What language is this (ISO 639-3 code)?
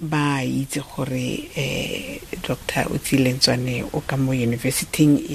tsn